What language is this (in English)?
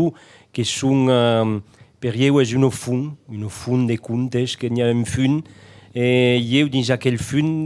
Occitan